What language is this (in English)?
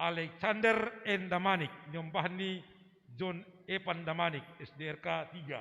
Batak Simalungun